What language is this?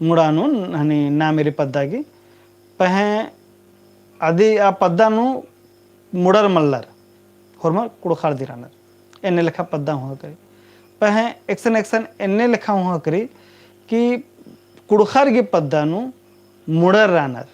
Kurukh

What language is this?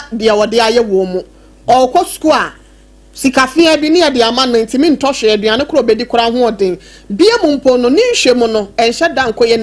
Akan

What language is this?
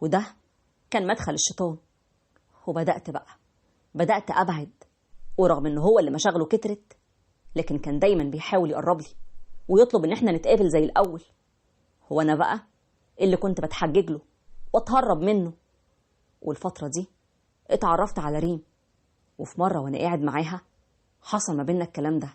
Egyptian Arabic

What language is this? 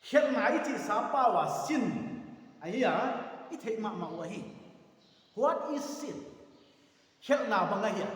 Paite Chin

